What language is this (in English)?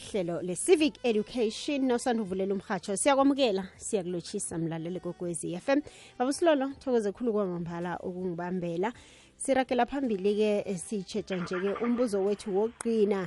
South Ndebele